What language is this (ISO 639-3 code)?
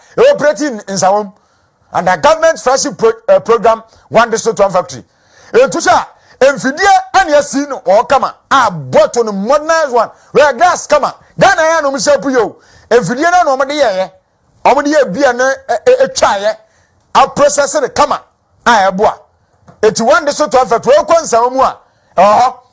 aka